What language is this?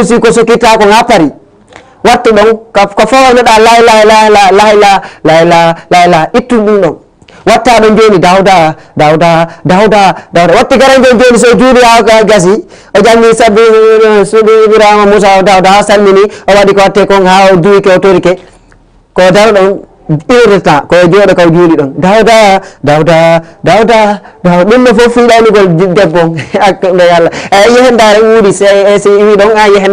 Fula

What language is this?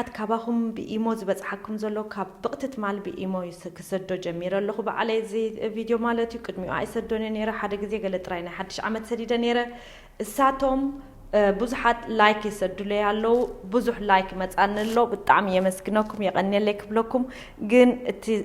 Tigrinya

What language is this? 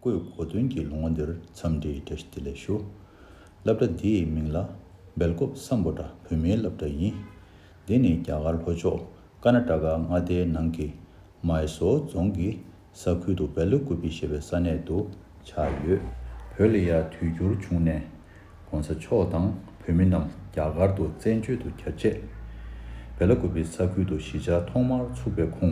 Tibetan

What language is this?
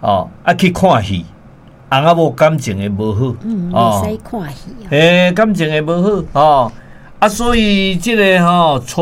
Min Nan Chinese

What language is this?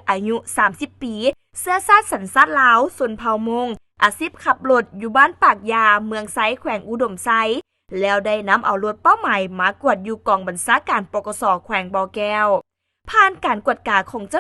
Lao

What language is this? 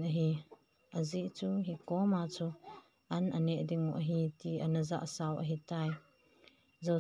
Thado Chin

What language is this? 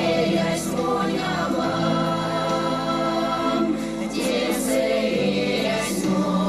Erzya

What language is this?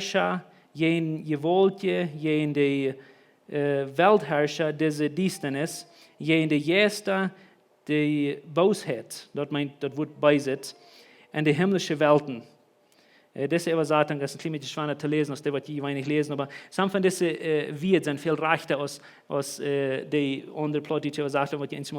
Plautdietsch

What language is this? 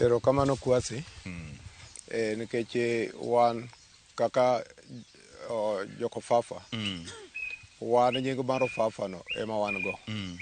Luo (Kenya and Tanzania)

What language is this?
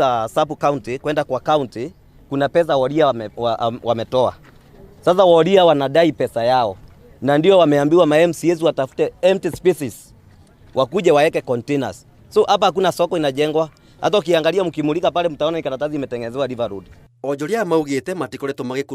Kikuyu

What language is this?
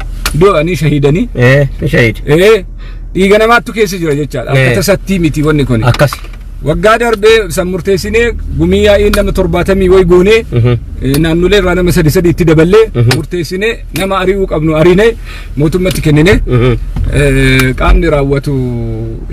Oromo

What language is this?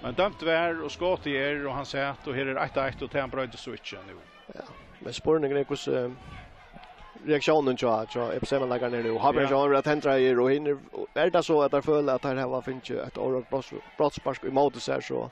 Faroese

